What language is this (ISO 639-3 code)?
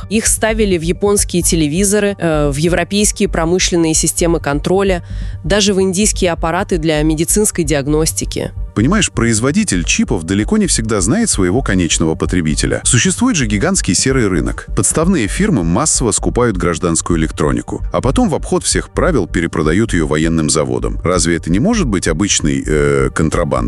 rus